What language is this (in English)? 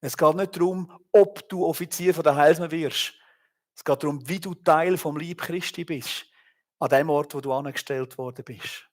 Swiss German